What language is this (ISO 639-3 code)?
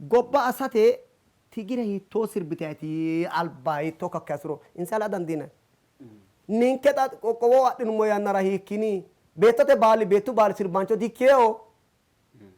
sid